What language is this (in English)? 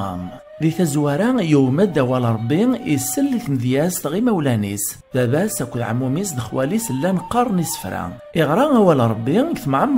Kabyle